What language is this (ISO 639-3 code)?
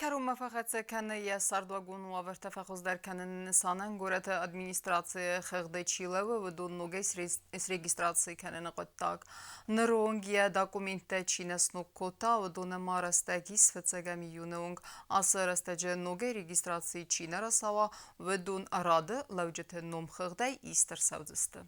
oss